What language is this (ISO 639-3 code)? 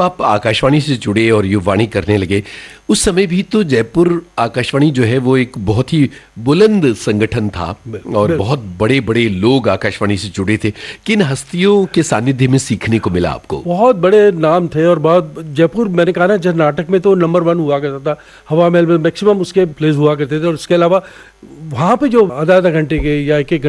hin